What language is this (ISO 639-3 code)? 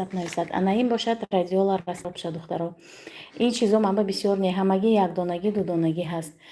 tgk